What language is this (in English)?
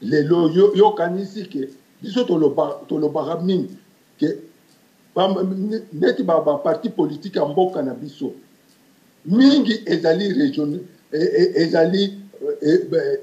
Lingala